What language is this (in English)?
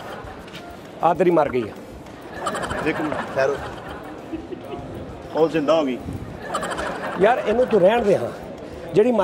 Punjabi